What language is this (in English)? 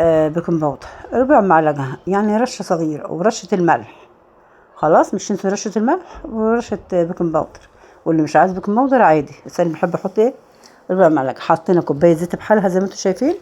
Egyptian Arabic